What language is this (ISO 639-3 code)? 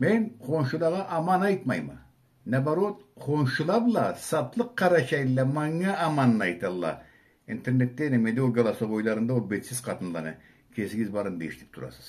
krc